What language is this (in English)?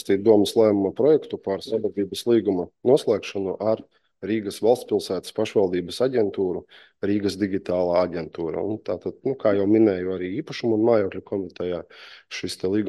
Latvian